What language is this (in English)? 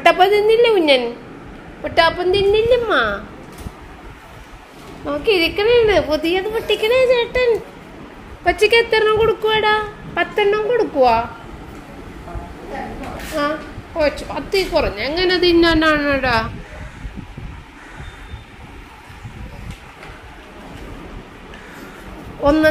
Malayalam